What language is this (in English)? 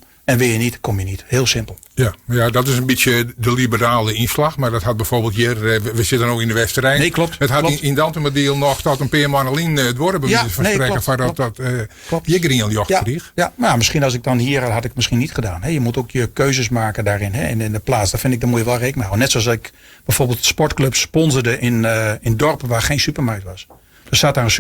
Western Frisian